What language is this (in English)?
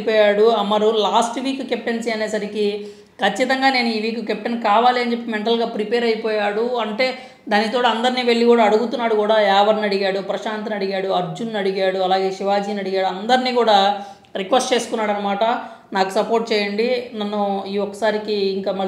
Telugu